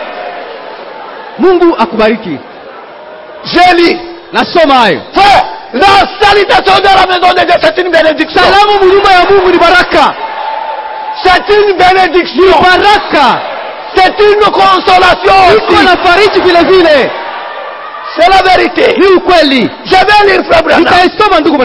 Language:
Swahili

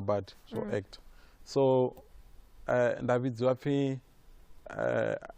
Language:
Venda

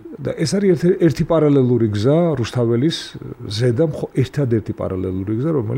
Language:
Georgian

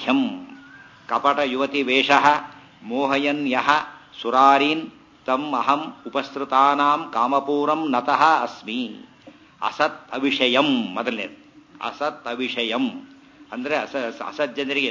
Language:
Kannada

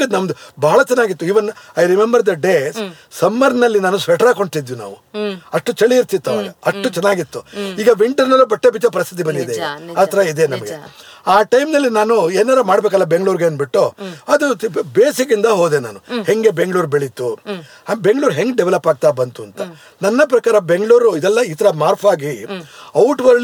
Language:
Kannada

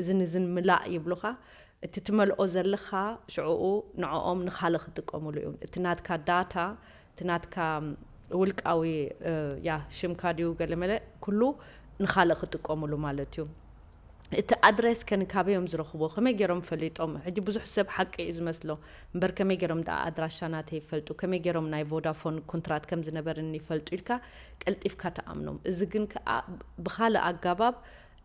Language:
Tigrinya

